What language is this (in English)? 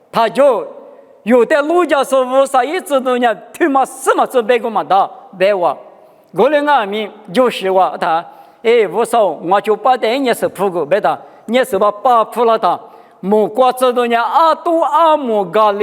Lisu